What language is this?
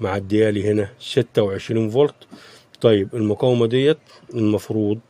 Egyptian Arabic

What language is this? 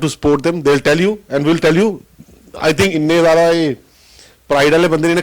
Dogri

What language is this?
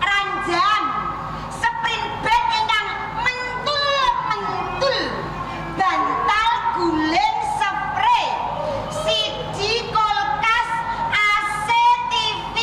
Javanese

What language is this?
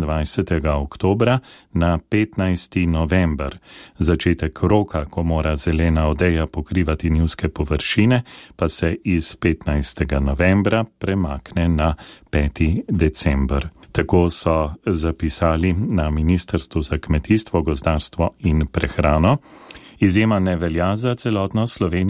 Slovenian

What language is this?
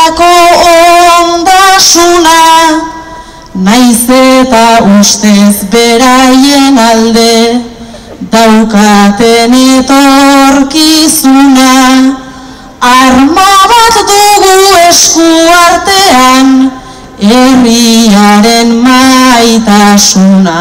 Basque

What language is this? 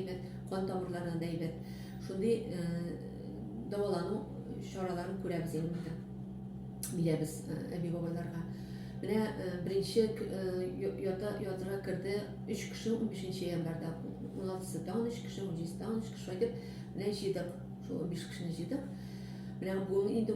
Tatar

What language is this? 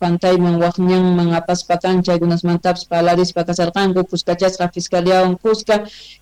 South Bolivian Quechua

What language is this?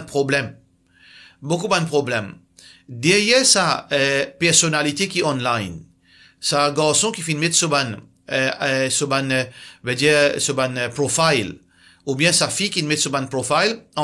Morisyen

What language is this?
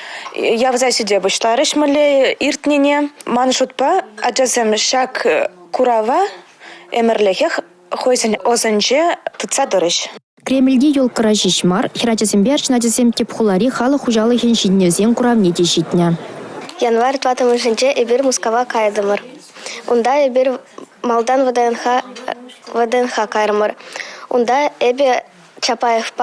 Chuvash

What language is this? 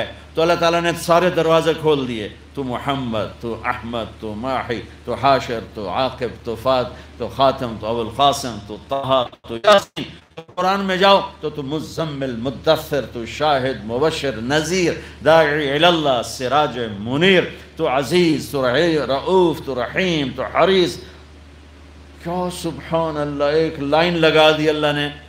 Urdu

